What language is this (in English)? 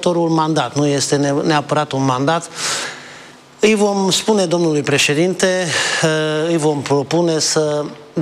Romanian